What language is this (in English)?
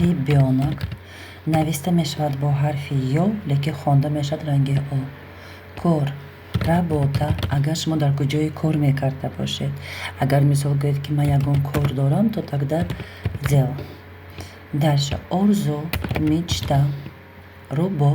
Tajik